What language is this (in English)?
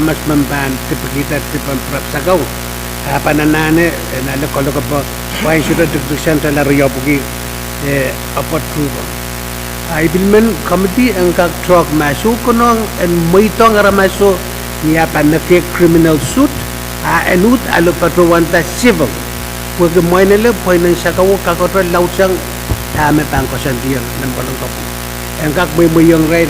Pohnpeian